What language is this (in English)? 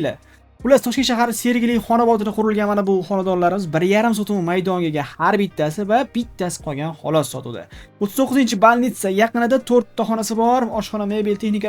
Uzbek